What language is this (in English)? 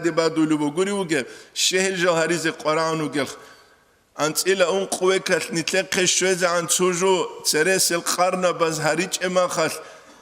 Avaric